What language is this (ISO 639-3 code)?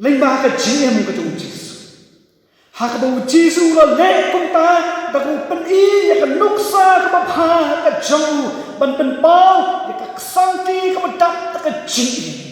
kha